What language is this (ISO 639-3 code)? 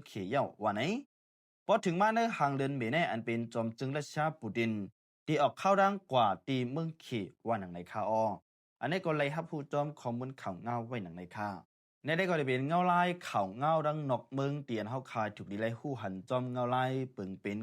shn